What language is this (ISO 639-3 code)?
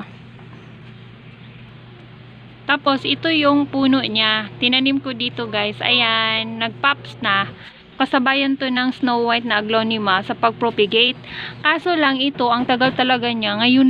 fil